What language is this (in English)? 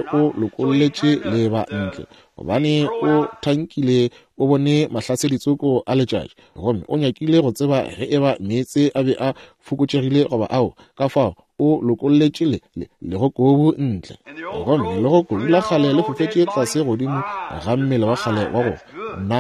Northern Sotho